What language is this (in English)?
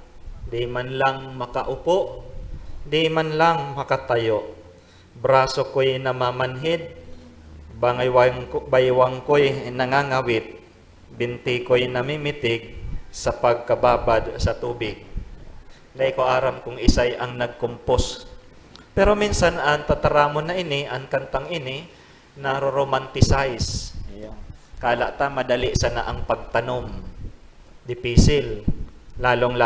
Bikol